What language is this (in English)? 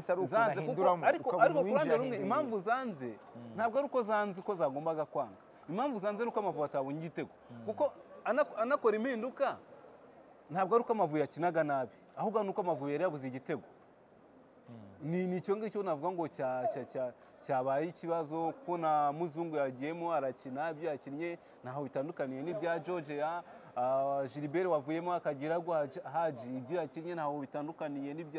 Kinyarwanda